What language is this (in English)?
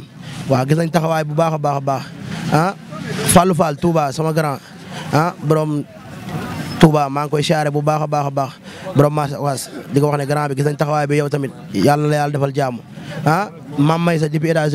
Wolof